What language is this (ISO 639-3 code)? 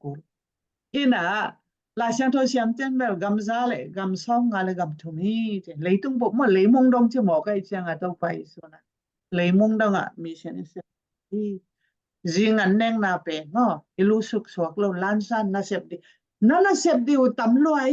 ctd